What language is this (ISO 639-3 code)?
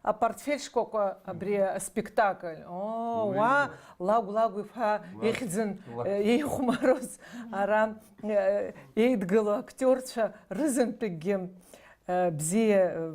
abk